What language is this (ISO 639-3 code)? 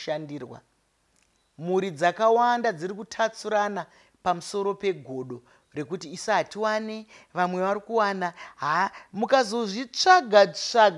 sna